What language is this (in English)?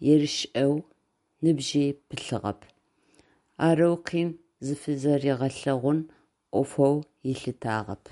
Adyghe